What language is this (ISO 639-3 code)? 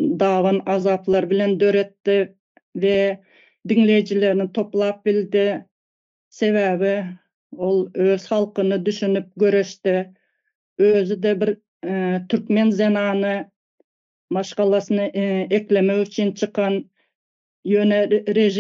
tuk